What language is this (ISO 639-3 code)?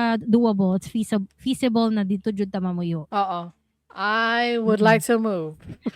ceb